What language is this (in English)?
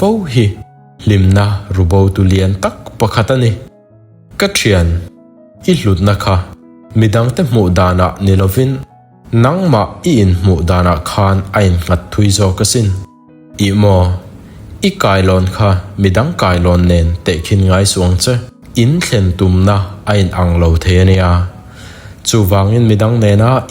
Mizo